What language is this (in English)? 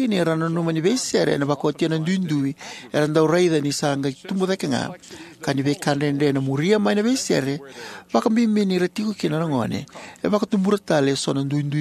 Fijian